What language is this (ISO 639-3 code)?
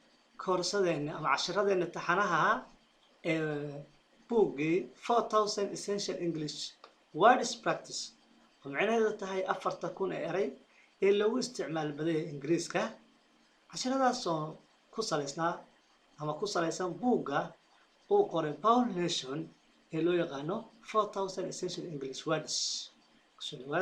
som